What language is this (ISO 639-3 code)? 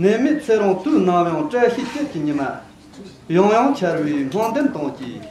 bod